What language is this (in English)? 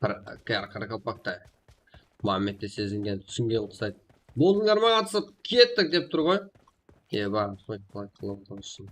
Kara-Kalpak